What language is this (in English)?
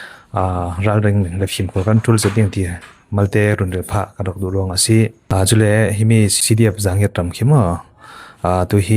Falam Chin